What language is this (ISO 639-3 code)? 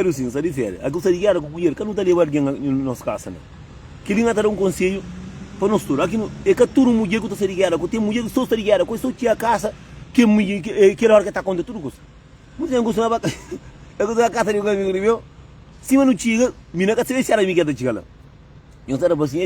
kea